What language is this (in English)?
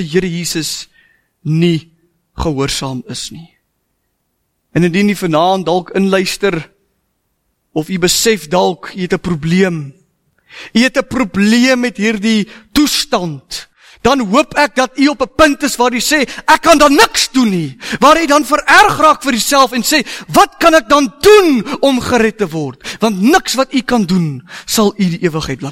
Afrikaans